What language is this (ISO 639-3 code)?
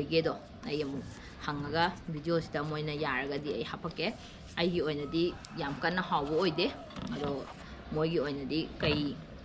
mni